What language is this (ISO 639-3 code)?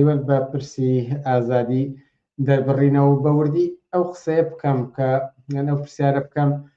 ckb